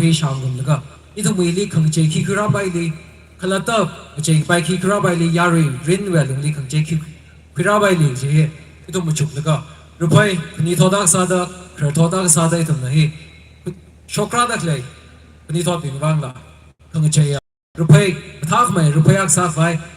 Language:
Tangkhul Naga (India)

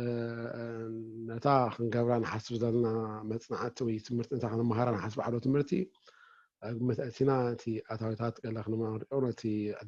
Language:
Tigrinya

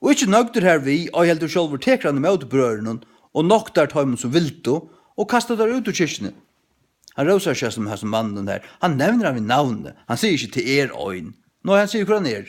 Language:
Faroese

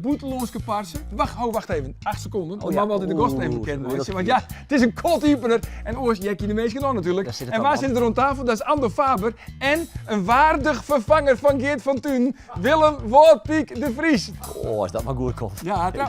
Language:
Western Frisian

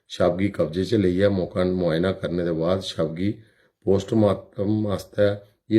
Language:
Dogri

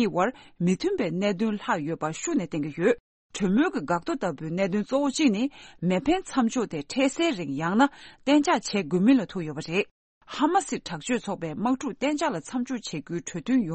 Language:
Tibetan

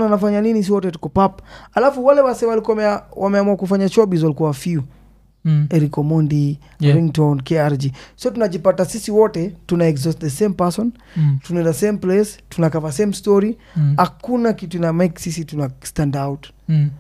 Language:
Swahili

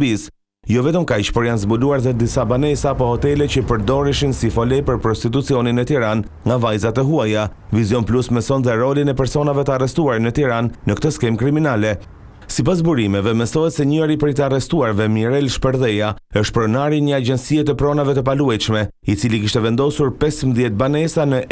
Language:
Albanian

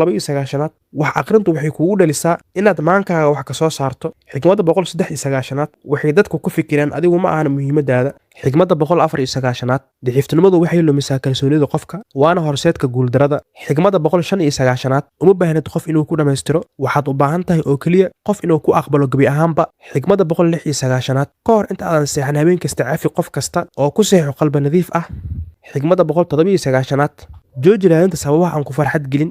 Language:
Somali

